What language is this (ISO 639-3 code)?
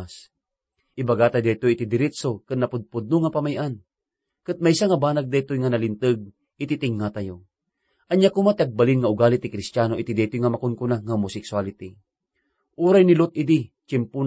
ilo